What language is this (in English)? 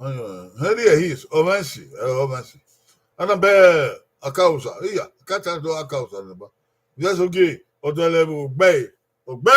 Bini